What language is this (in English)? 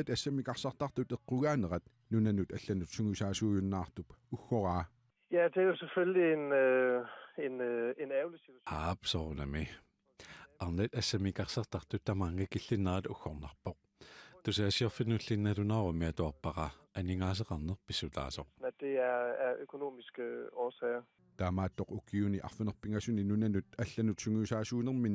Kalaallisut